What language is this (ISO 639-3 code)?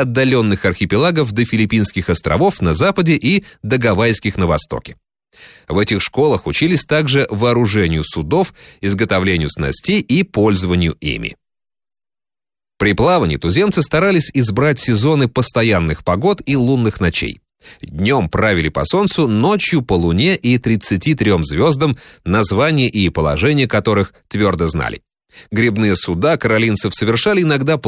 rus